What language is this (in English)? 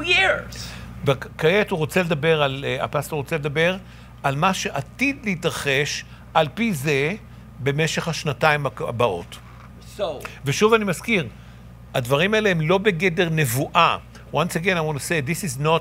Hebrew